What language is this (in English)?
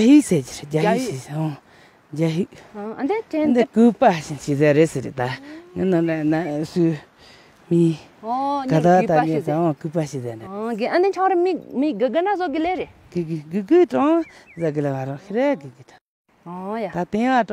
Tibetan